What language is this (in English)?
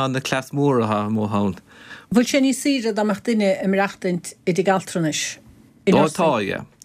Irish